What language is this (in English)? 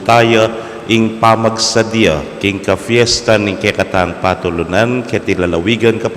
Pampanga